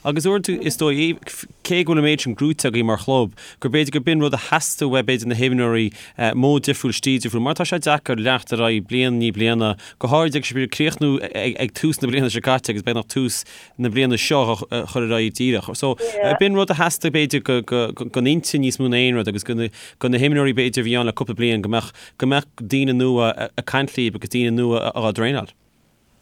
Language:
Irish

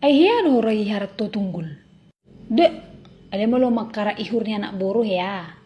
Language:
Batak Toba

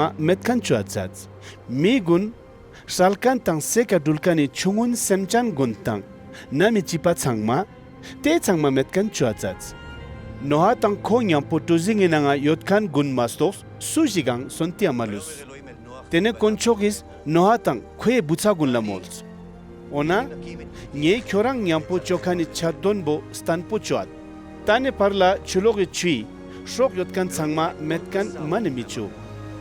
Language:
Ladakhi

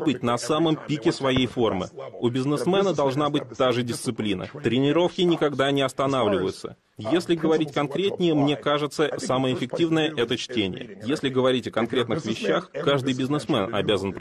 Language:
Russian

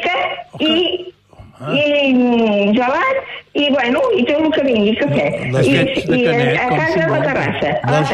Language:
Catalan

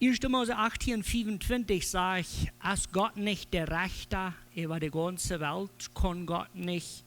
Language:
Plautdietsch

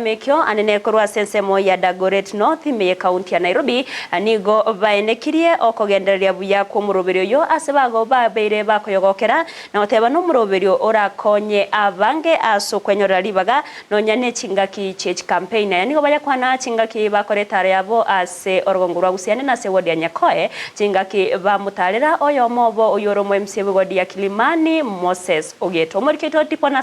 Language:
Gusii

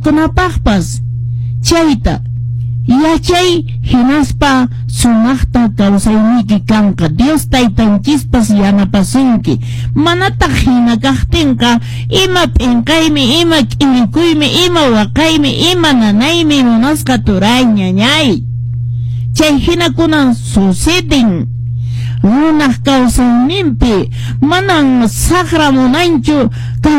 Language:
Quechua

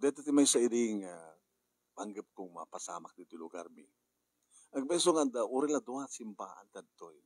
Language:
Iloko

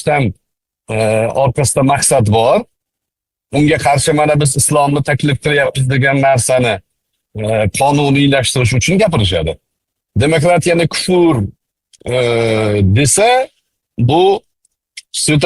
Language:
Uzbek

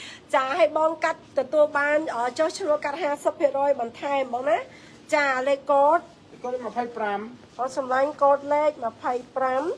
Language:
Khmer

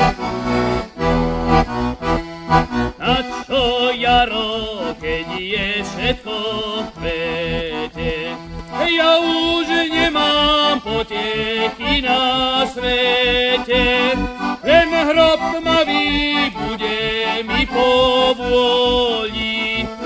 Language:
Slovak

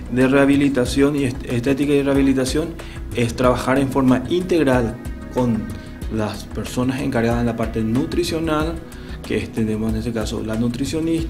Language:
Spanish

